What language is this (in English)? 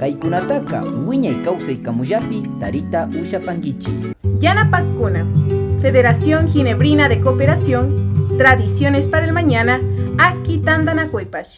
Imbabura Highland Quichua